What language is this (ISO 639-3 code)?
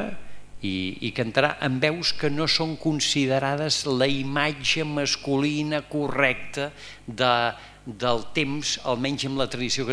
cat